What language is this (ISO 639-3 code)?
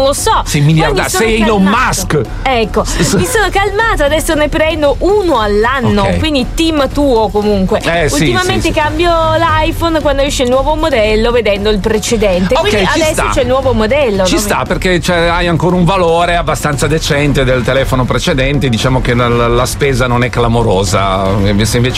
ita